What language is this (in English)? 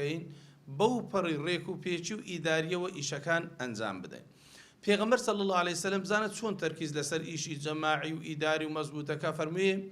Central Kurdish